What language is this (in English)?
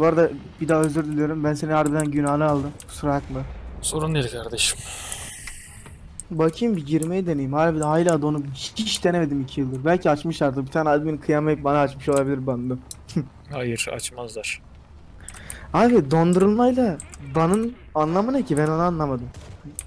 Turkish